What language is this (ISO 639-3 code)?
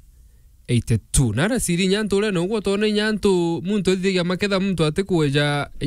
mer